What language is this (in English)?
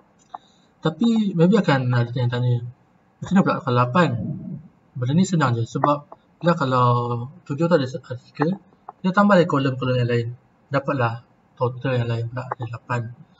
Malay